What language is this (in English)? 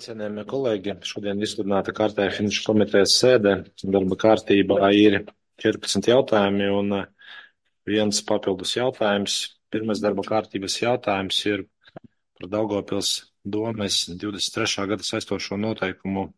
Latvian